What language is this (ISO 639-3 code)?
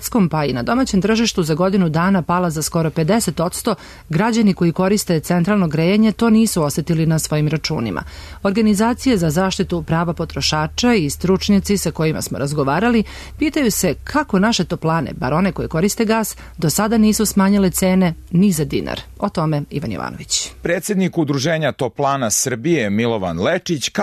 srp